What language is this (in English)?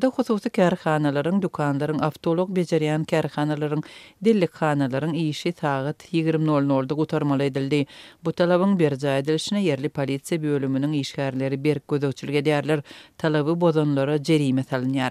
Turkmen